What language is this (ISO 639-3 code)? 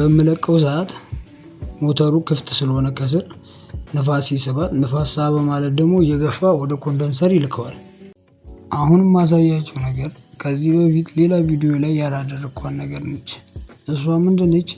amh